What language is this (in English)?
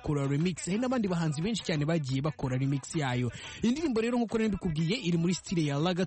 Kinyarwanda